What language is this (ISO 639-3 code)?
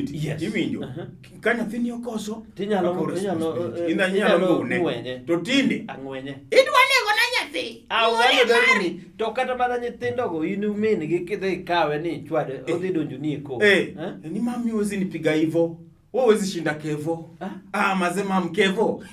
luo